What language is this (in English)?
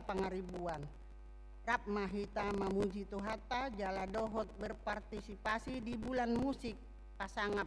Batak Toba